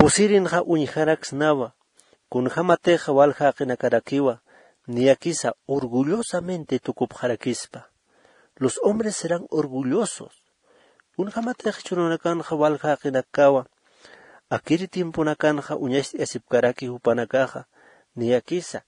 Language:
Aymara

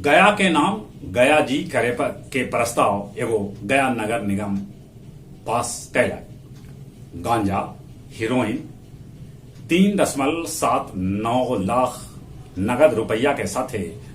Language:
Magahi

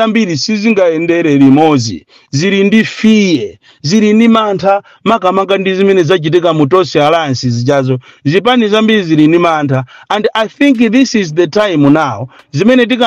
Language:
Nyanja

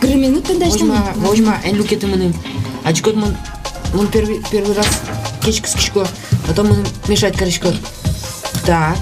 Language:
Udmurt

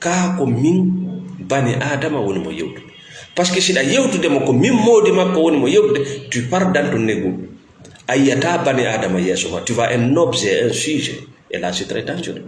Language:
Fula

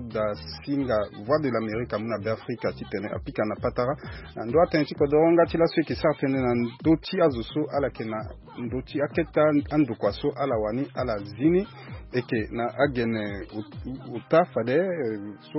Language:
Sango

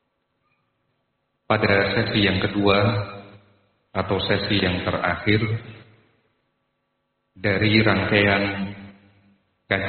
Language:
Indonesian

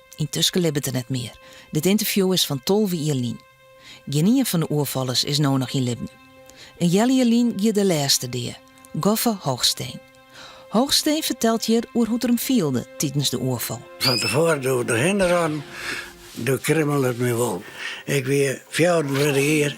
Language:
Western Frisian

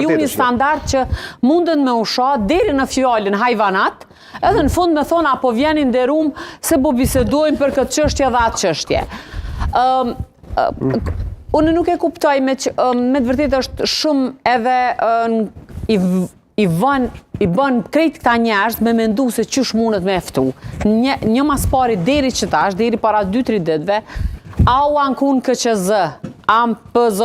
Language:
Albanian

